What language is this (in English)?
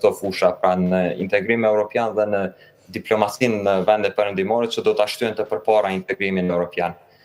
Albanian